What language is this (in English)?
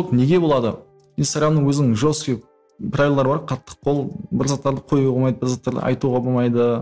Kara-Kalpak